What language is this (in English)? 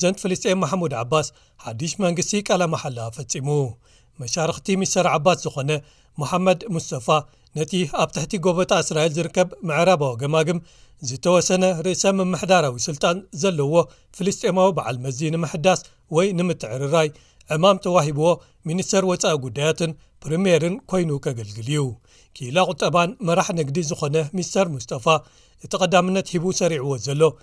Tigrinya